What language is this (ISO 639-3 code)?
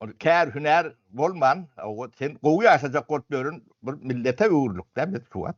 tuk